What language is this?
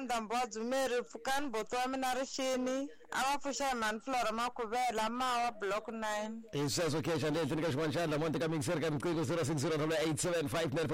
Tsonga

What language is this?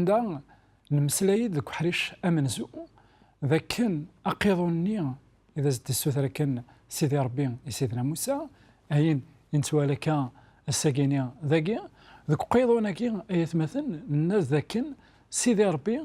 Kabyle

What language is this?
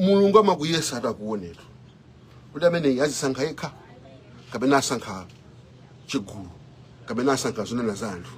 Nyanja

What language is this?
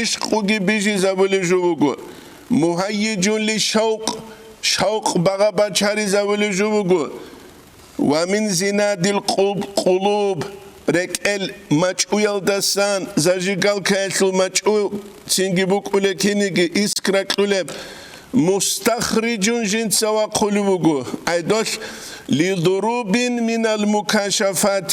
Avaric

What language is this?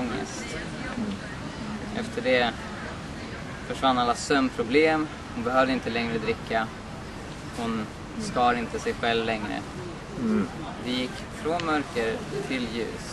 Swedish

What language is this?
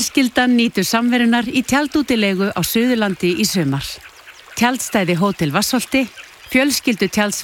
Icelandic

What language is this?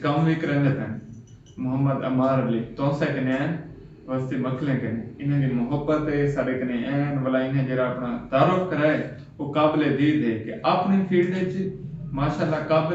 Saraiki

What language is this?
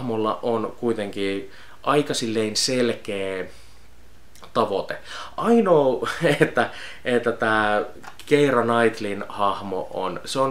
Finnish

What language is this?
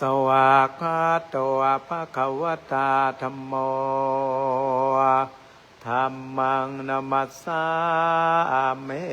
Pali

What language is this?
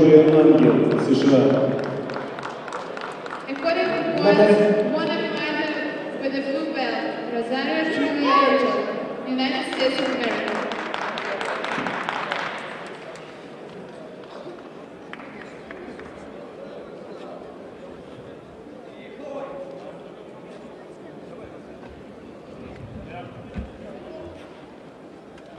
Russian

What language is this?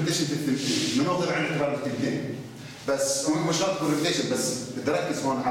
South Levantine Arabic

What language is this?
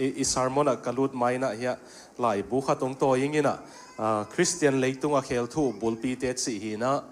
Tedim Chin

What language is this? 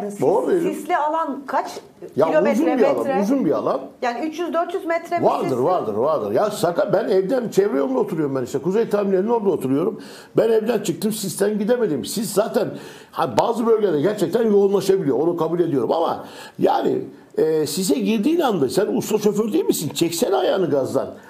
Turkish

